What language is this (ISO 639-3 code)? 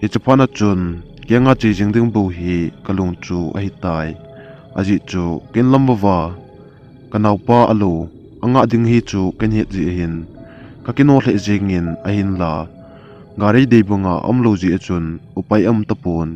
tcz